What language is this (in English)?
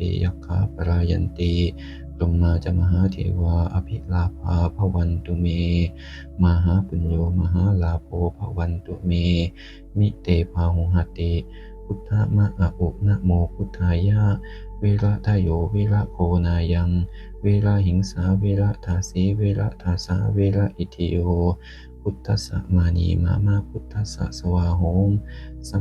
Pali